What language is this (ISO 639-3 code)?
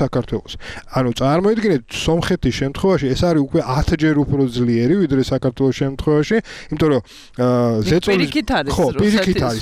kat